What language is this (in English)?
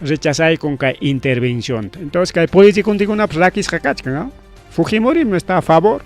Ayacucho Quechua